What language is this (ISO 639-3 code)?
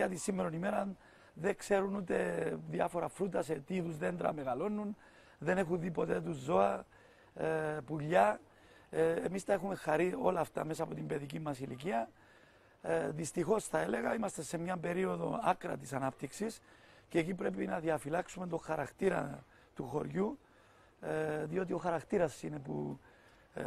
ell